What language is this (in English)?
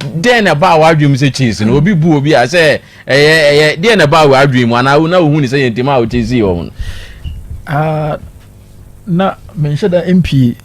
Akan